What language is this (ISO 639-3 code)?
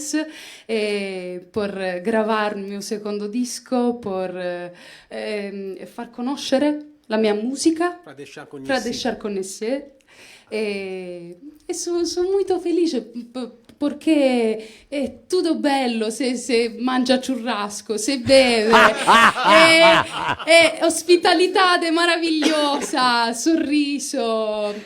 vec